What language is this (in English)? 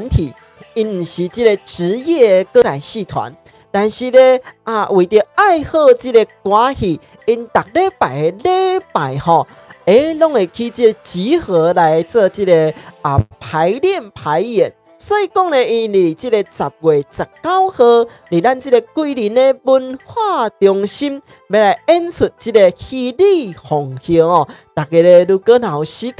Min Nan Chinese